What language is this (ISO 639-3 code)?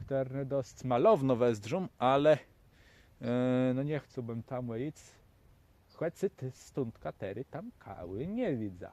csb